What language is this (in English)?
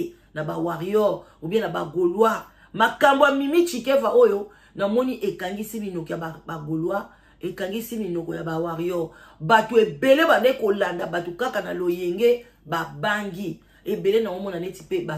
Lingala